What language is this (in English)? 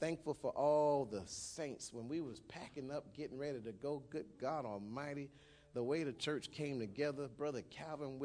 English